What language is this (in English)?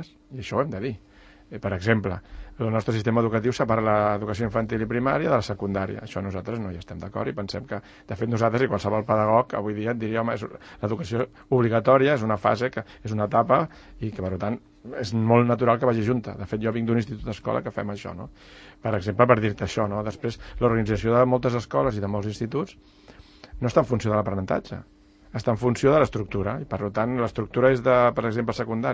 Catalan